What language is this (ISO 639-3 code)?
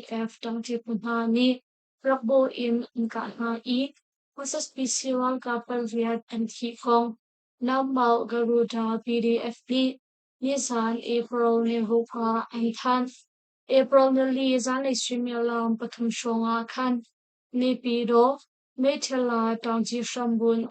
cnh